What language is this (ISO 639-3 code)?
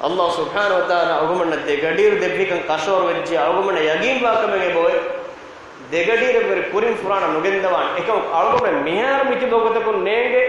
div